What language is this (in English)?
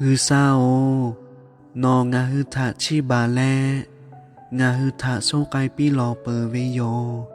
Lahu